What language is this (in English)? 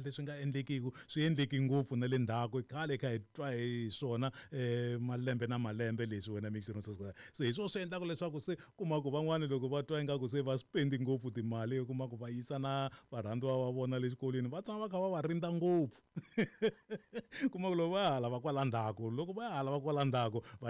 Tsonga